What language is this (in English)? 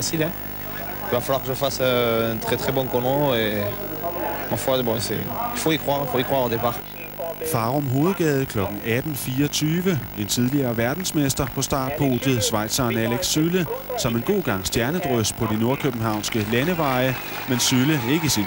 Danish